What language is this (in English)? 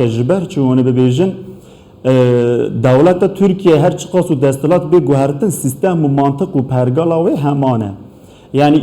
Kurdish